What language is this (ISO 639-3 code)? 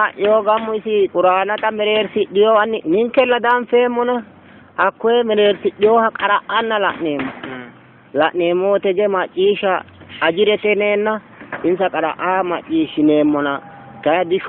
sid